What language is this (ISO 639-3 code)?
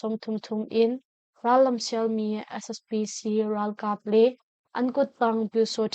cnh